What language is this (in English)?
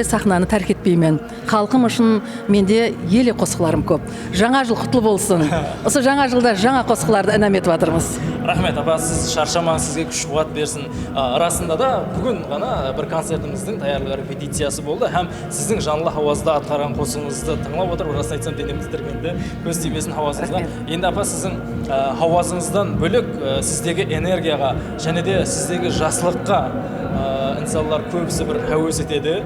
Kara-Kalpak